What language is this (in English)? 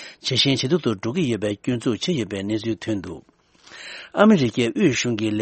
Tibetan